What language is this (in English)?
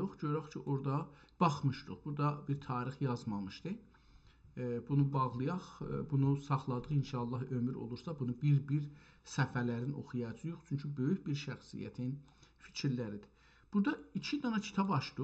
South Azerbaijani